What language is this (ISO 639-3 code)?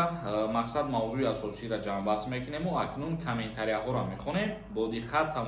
tgk